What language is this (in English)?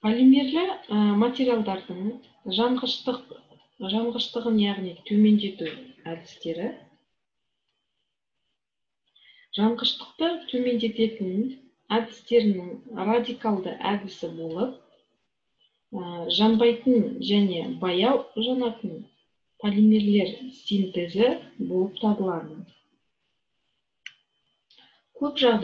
Kazakh